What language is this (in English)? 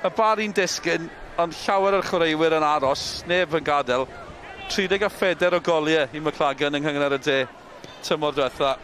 Welsh